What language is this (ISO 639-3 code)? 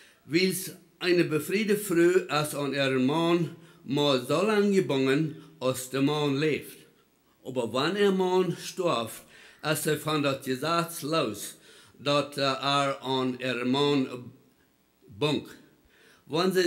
pdt